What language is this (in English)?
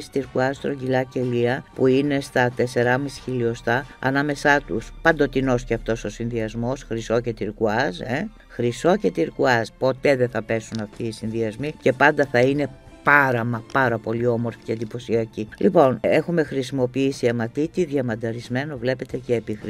Greek